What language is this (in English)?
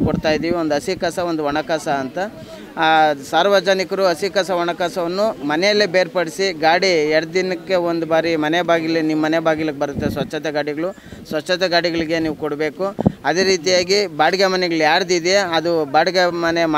Kannada